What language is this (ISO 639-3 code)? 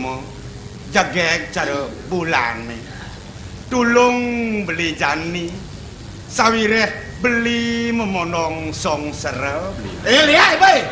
ban